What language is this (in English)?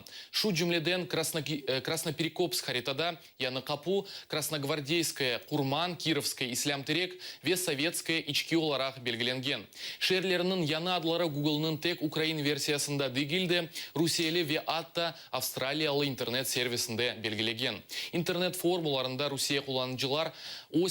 Crimean Tatar